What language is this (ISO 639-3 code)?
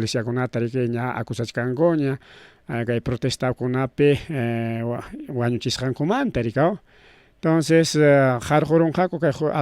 quy